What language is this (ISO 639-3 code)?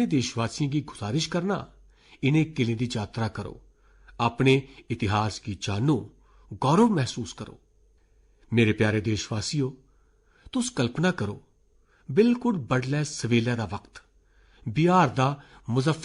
doi